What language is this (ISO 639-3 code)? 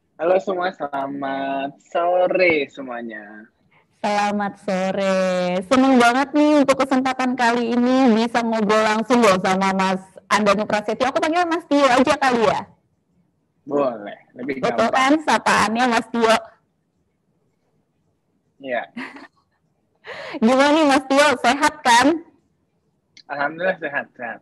ind